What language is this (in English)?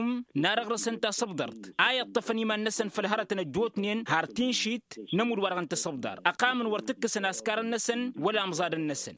Tamasheq